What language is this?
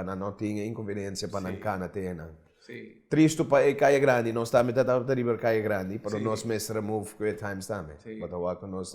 Papiamento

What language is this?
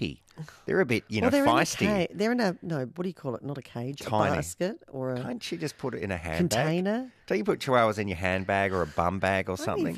English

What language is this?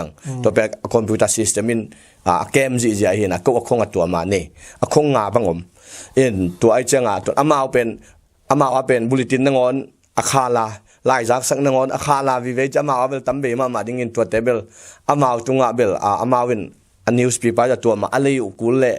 Tedim Chin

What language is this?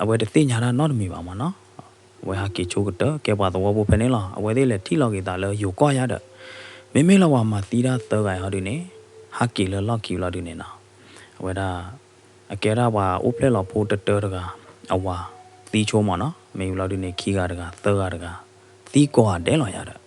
S'gaw Karen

